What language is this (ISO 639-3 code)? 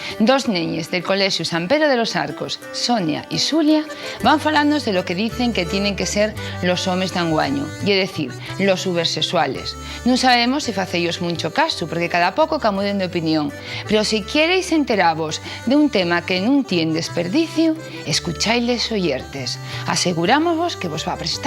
ast